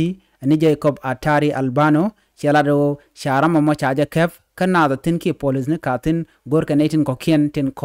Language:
Nuer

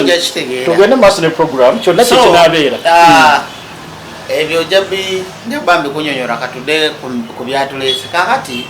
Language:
Ganda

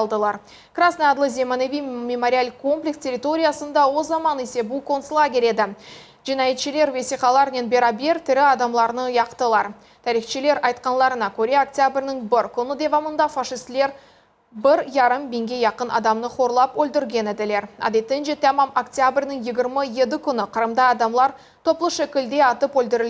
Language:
Crimean Tatar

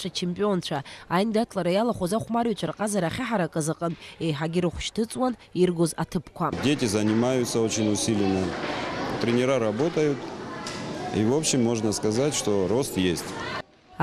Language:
Abkhazian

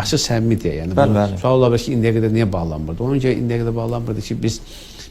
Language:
Azerbaijani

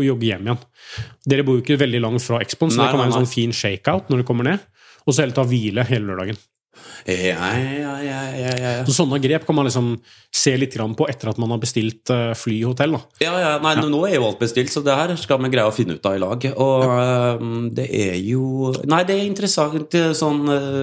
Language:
Norwegian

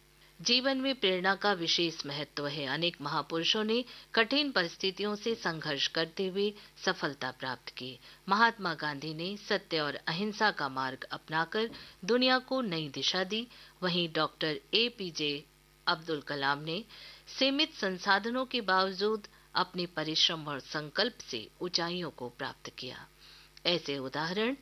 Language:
Hindi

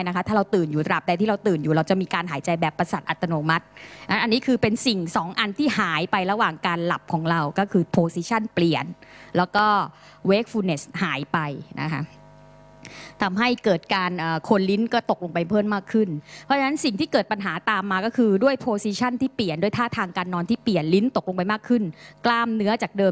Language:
Thai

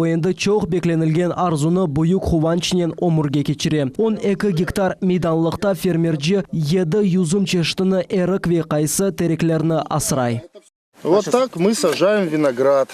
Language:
Crimean Tatar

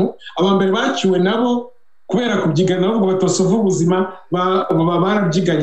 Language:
Kinyarwanda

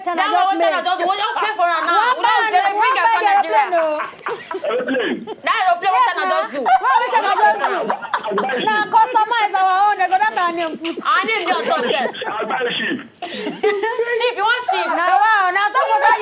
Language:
Nigerian Pidgin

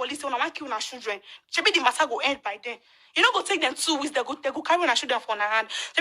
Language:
Nigerian Pidgin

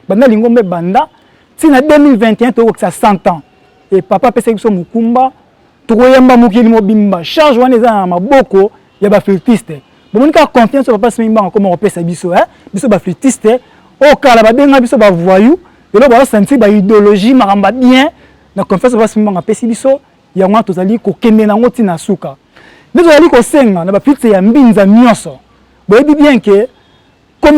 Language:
Lingala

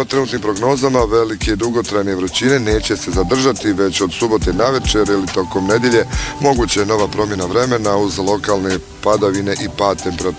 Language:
Bosnian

